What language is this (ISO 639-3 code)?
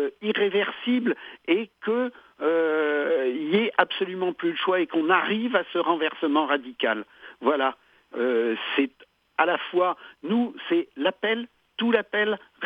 fra